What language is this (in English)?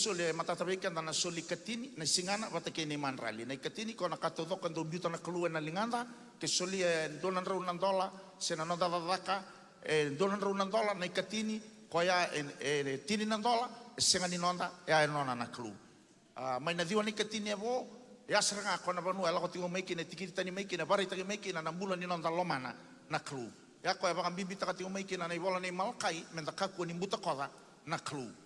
Fijian